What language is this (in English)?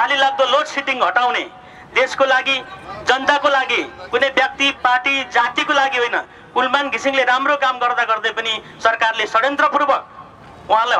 Nepali